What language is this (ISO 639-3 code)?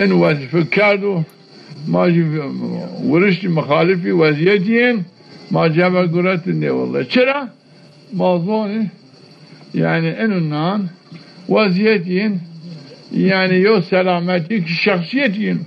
zza